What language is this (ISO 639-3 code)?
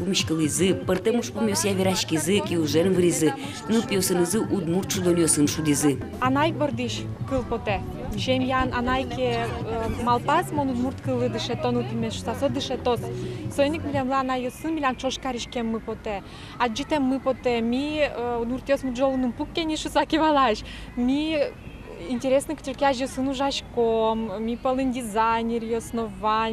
udm